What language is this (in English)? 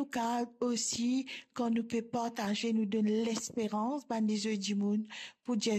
Morisyen